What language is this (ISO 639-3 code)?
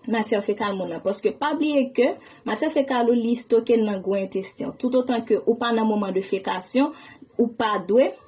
hat